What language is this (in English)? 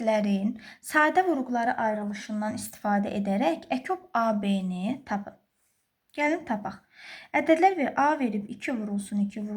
Azerbaijani